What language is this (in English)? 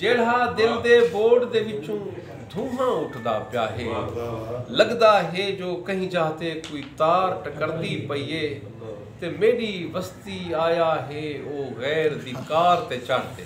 Saraiki